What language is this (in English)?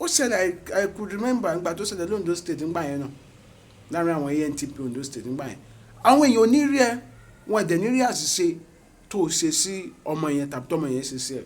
Yoruba